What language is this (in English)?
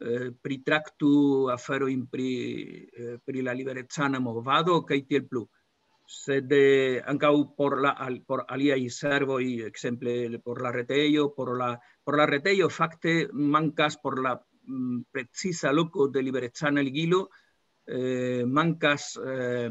Esperanto